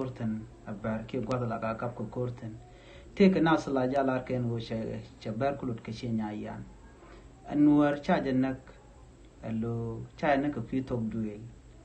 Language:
Nuer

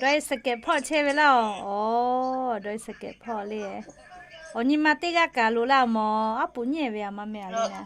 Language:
Lahu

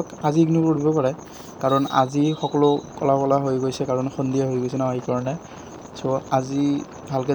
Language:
Assamese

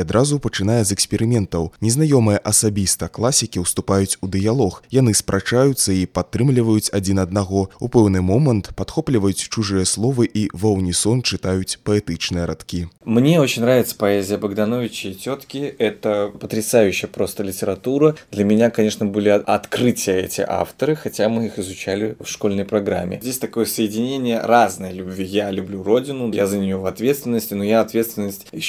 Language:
Belarusian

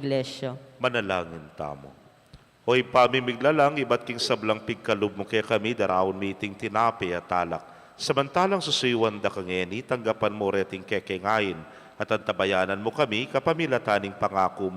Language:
Pampanga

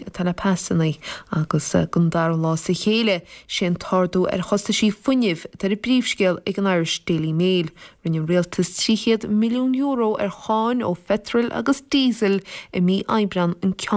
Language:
Irish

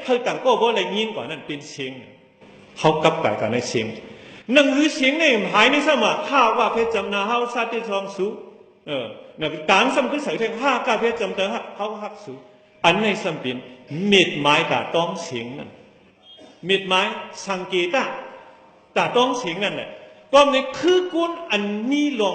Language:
Shan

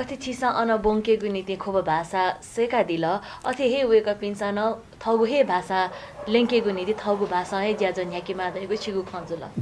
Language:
Newari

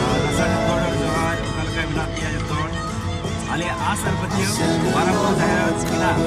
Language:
Santali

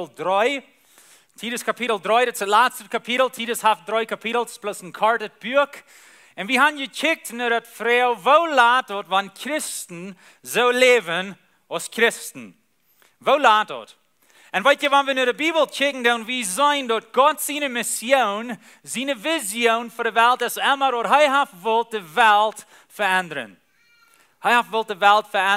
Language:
Plautdietsch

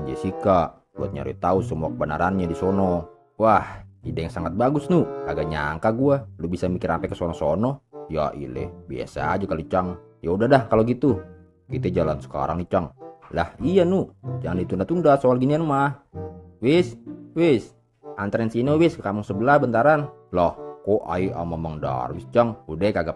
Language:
Betawi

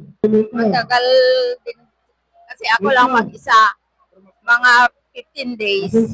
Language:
Filipino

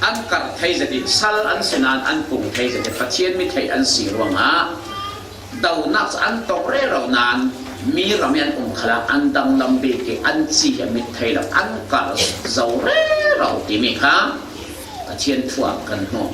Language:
Falam Chin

